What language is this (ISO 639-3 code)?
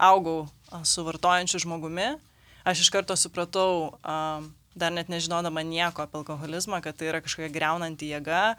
lit